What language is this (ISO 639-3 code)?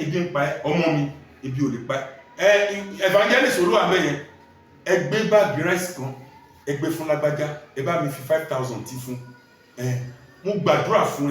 yor